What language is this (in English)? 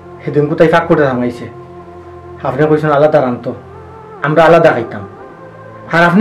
Sylheti